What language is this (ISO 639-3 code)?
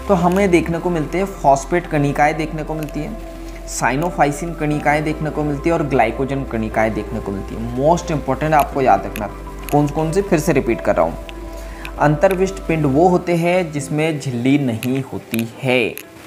hin